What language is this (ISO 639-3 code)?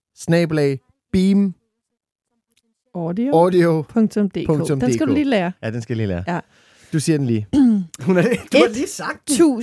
dan